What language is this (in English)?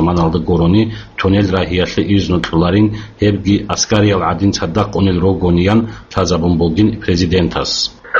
Avaric